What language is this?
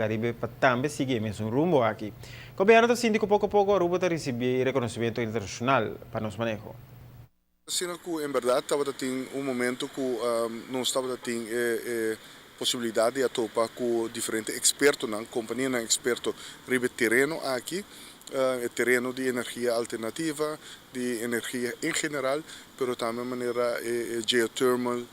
Papiamento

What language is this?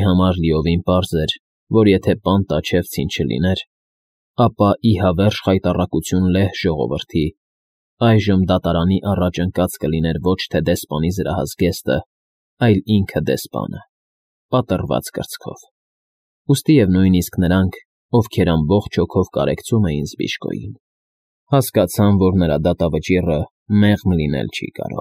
Armenian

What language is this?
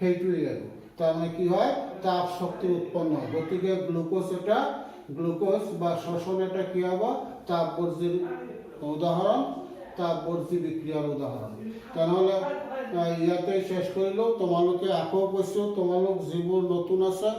Assamese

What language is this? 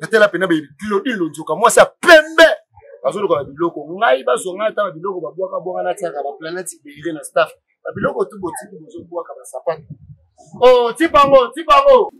Lingala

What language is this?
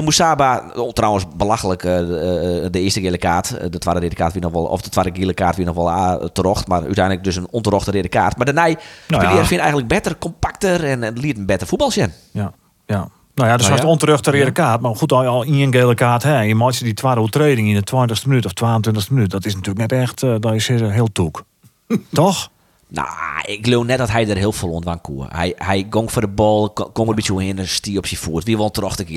Western Frisian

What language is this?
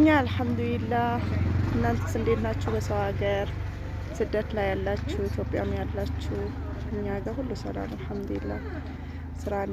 Amharic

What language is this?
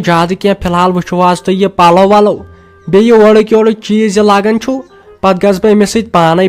Kashmiri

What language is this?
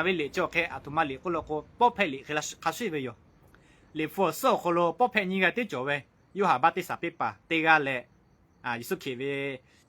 Lahu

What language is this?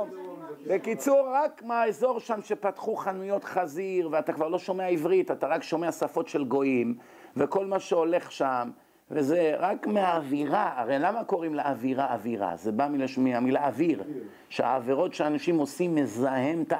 Hebrew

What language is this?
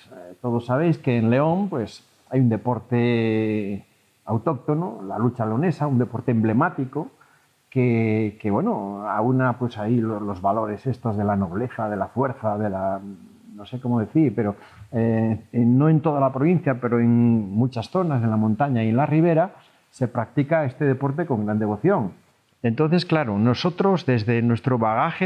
Spanish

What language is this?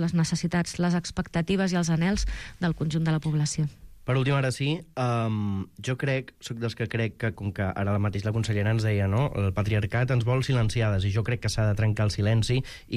Catalan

